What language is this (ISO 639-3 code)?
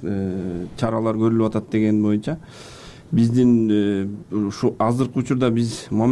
kir